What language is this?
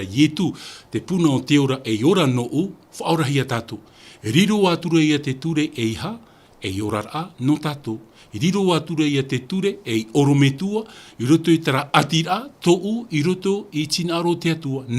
Tahitian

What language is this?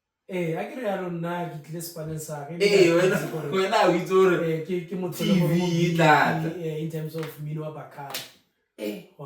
Tswana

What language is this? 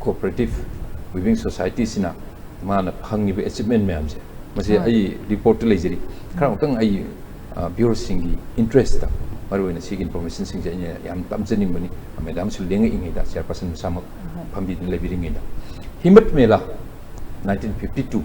Manipuri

